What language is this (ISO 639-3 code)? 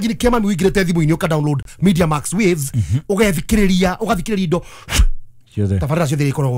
kik